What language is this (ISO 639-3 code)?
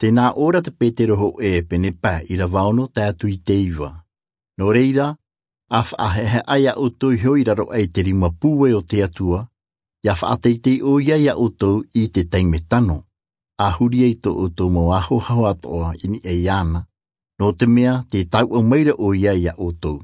tah